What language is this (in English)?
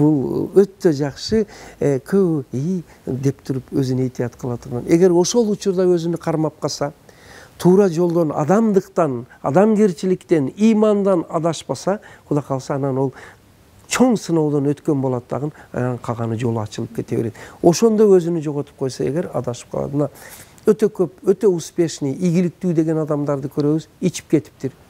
Kyrgyz